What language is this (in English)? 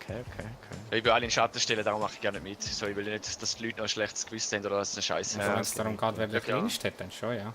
Swiss German